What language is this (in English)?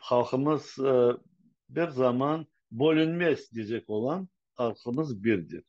Crimean Tatar